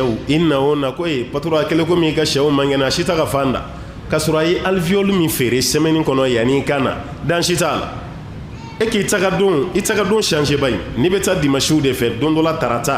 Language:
Bambara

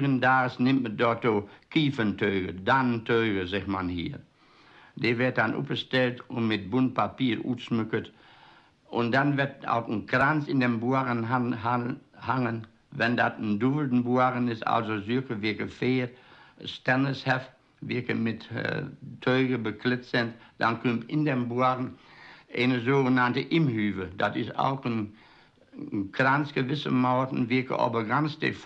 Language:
Westphalien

